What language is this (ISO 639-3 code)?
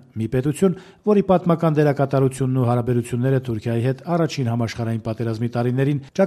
hye